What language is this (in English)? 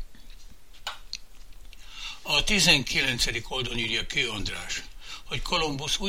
Hungarian